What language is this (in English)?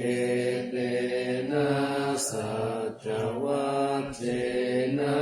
Pali